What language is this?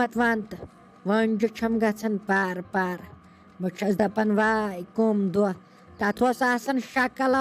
Kashmiri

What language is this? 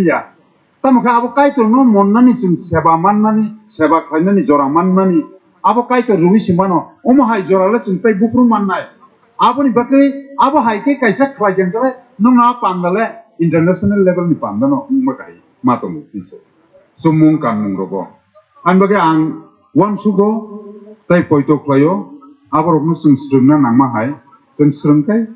Kok Borok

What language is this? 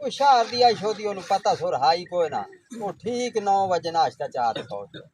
Saraiki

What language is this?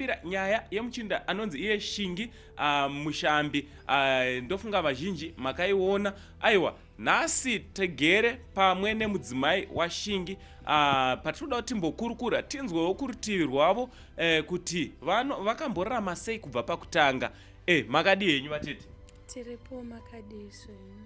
Shona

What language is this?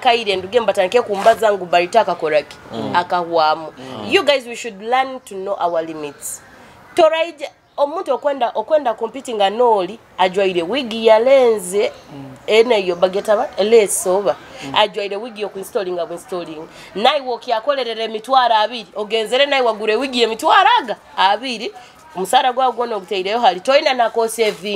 Nyoro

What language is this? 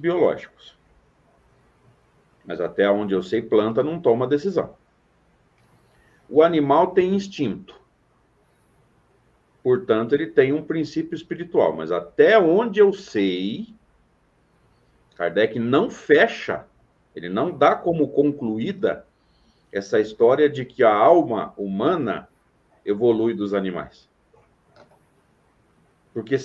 Portuguese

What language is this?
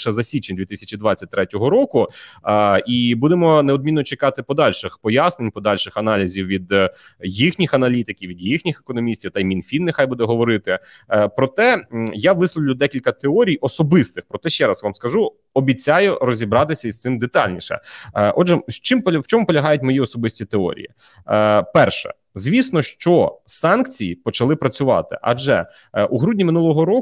Ukrainian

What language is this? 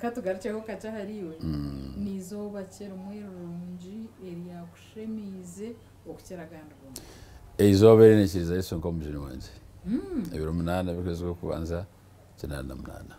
Nyankole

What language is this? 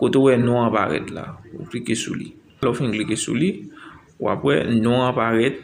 Haitian Creole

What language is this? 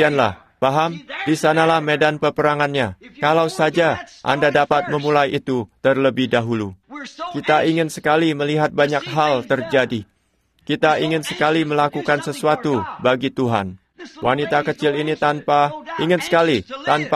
Indonesian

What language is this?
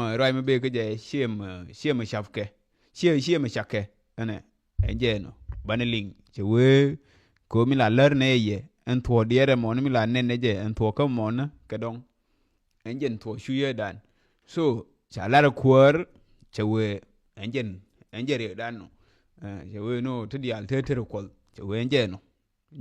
Nuer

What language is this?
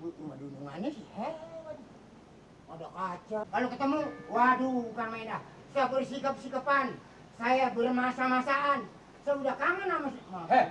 Betawi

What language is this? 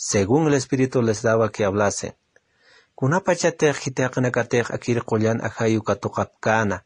Aymara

